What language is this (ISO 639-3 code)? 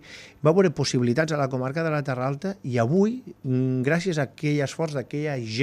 cat